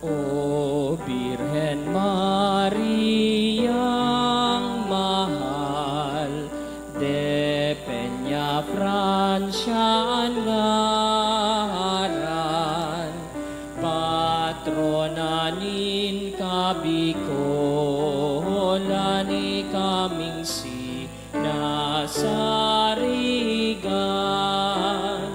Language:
Bikol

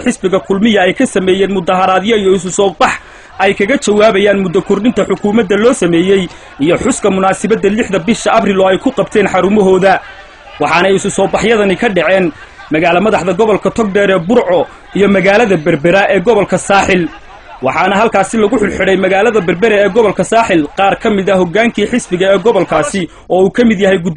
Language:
Somali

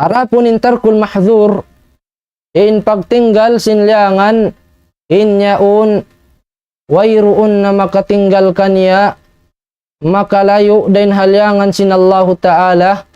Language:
Tausug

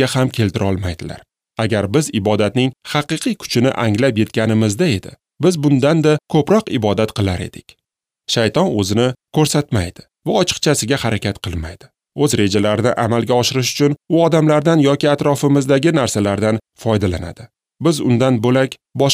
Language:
Uzbek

